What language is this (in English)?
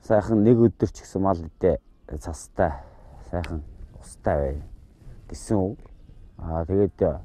Mongolian